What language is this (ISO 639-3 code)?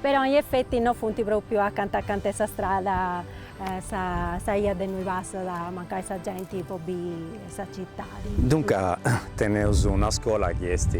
srd